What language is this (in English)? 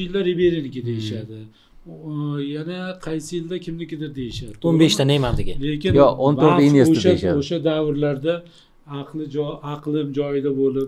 Uzbek